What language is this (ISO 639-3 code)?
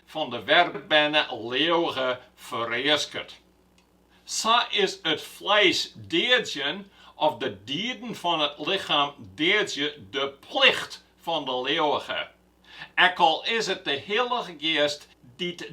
fry